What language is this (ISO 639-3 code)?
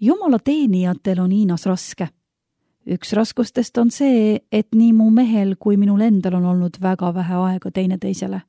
est